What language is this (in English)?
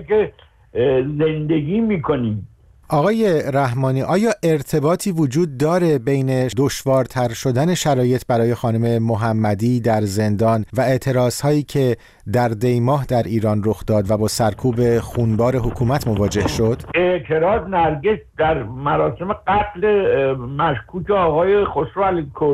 Persian